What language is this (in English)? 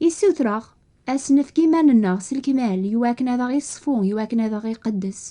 Kabyle